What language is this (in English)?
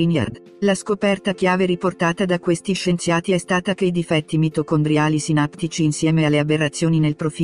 Italian